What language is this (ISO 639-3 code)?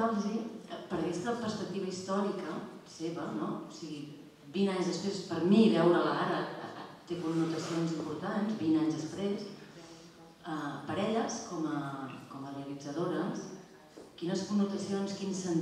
cat